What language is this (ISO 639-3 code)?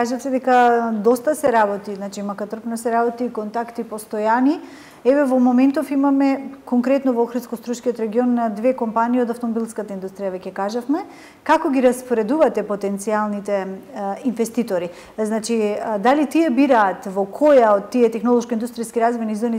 mkd